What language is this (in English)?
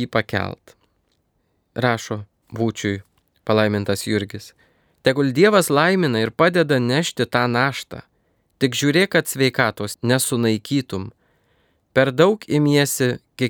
Lithuanian